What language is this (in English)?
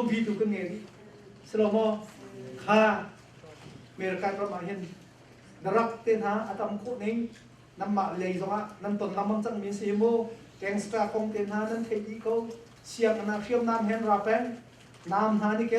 Hakha Chin